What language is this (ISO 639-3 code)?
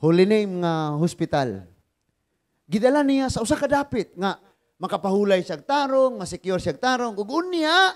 ceb